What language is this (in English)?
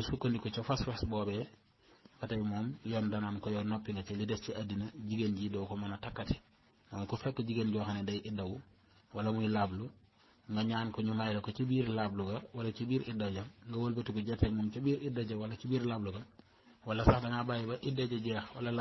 Wolof